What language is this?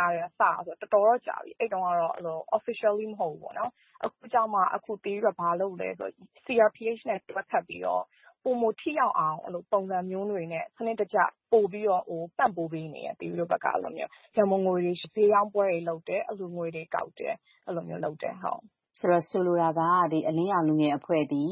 Burmese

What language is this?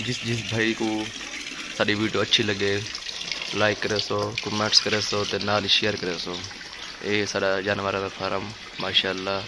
Saraiki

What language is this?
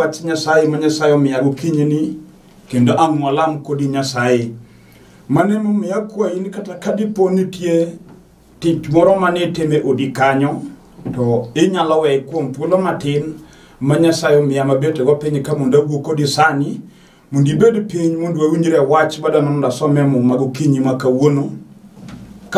Luo (Kenya and Tanzania)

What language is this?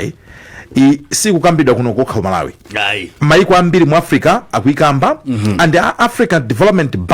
Nyanja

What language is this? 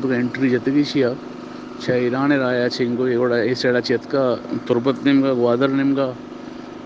Eastern Balochi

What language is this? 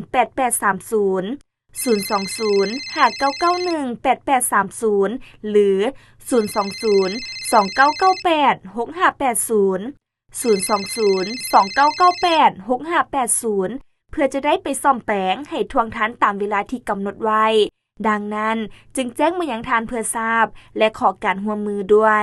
Lao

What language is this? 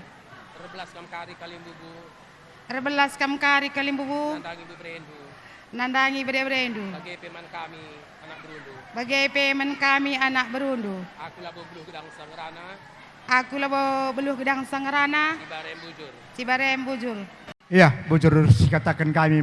Batak Karo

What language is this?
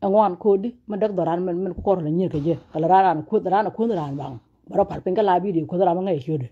Nuer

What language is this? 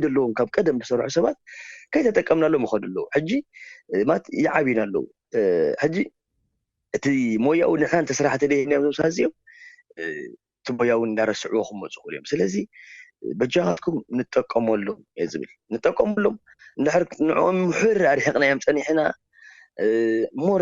Tigrinya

